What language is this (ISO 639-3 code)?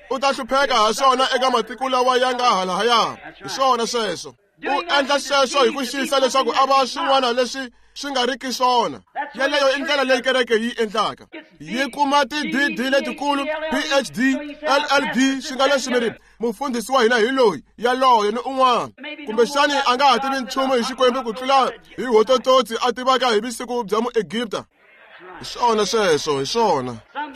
tso